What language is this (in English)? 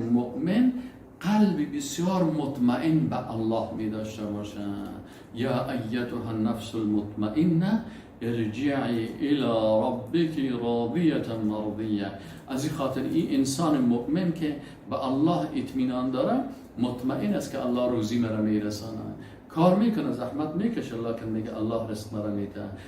Persian